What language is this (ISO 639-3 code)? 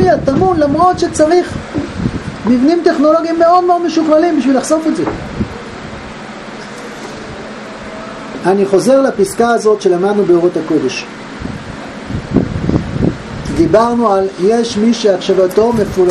heb